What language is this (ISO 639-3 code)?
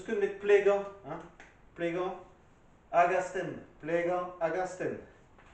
bre